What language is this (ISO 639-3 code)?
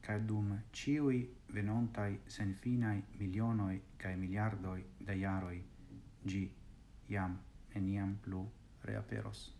epo